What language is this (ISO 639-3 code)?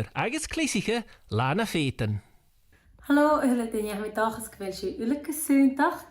gla